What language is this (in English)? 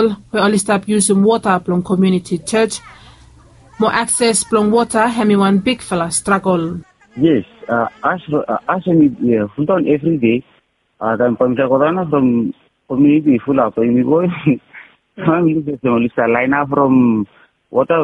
Bislama